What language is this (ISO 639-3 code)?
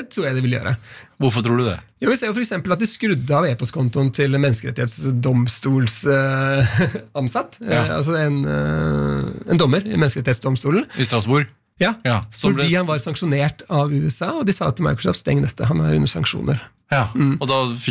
nor